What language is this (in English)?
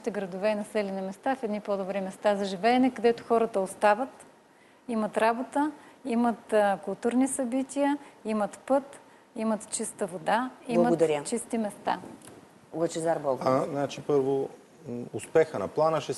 Bulgarian